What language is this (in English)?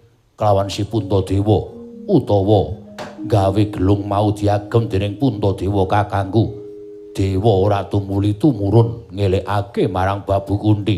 Javanese